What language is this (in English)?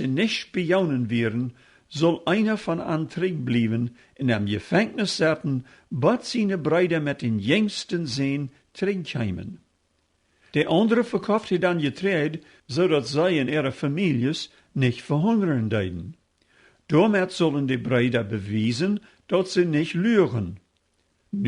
Plautdietsch